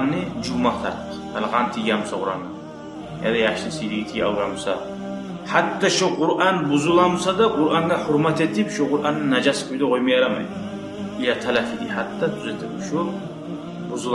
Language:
Kumyk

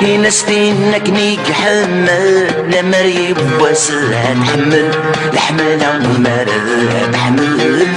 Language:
Kabyle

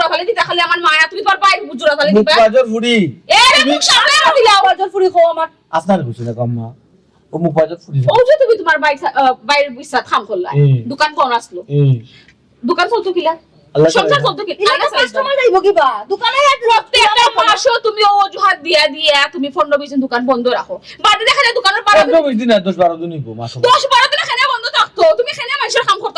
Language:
Sylheti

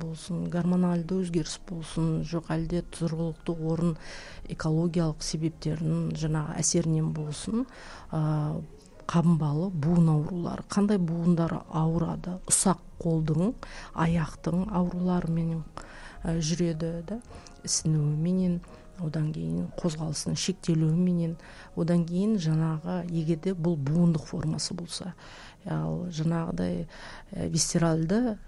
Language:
Kazakh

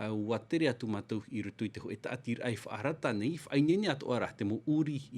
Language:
Tahitian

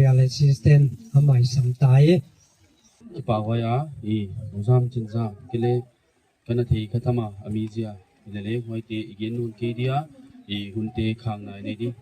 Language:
Gangte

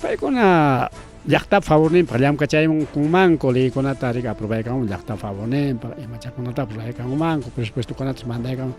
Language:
Ayacucho Quechua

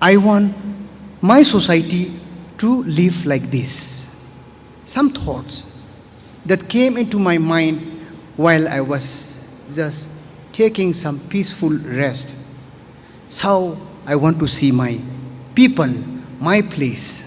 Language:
Tangkhul Naga (India)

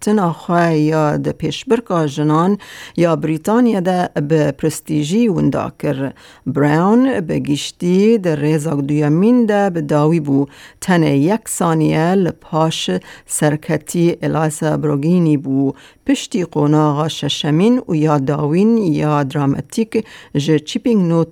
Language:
Kurdish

